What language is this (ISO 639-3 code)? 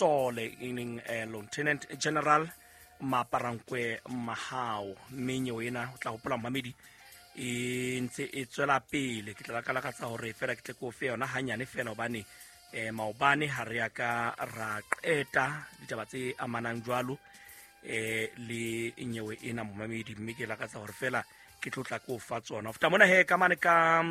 sot